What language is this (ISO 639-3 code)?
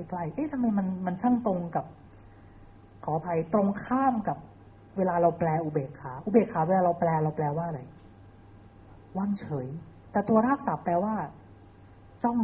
tha